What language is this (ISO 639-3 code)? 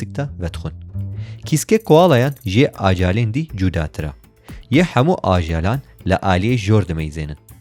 kur